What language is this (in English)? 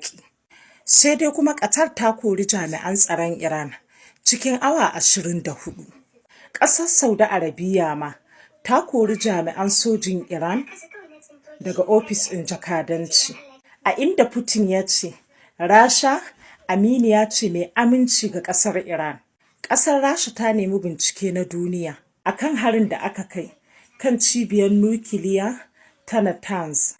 Hausa